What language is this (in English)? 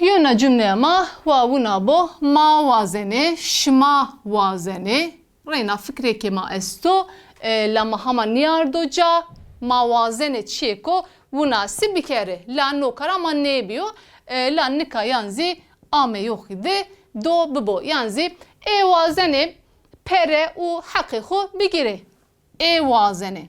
Zaza